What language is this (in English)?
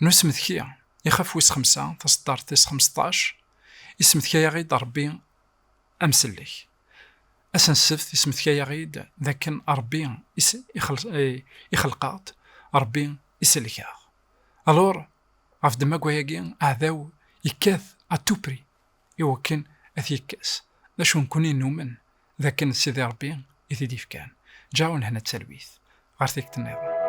Kabyle